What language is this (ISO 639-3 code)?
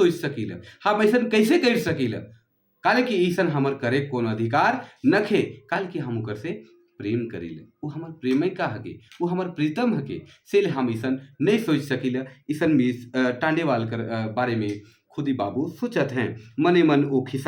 sck